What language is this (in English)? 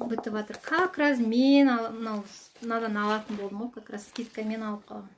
Kazakh